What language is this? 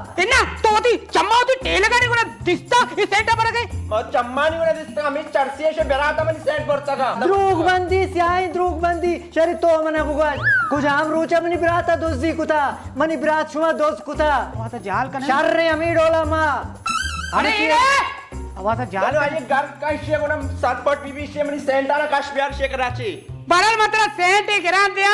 Baluchi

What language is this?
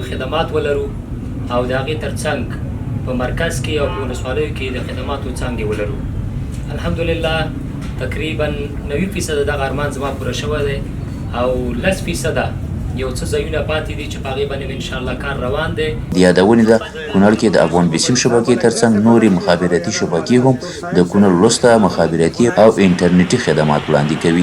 Pashto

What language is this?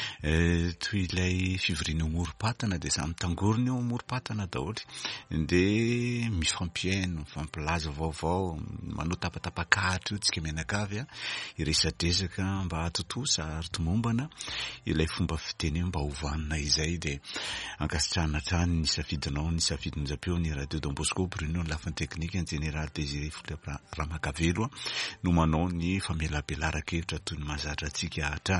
Malagasy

